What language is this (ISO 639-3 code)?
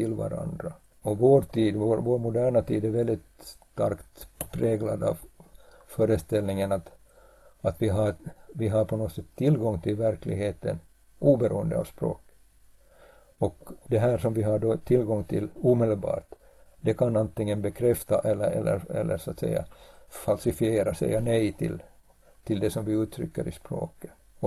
swe